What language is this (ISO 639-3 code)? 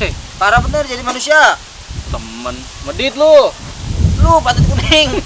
bew